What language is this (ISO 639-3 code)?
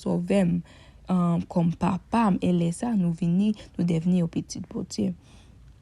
hat